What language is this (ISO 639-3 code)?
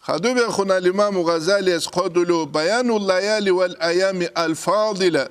ava